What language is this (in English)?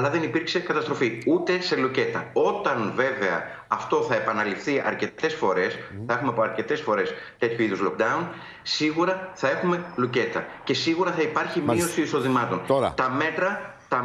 Greek